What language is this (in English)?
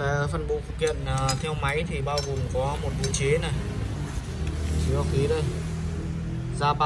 Vietnamese